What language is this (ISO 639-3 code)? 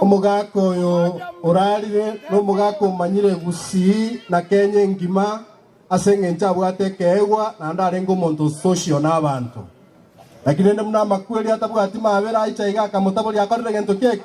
guz